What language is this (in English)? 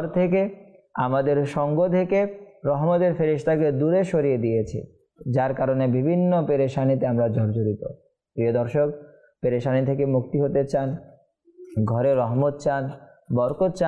Bangla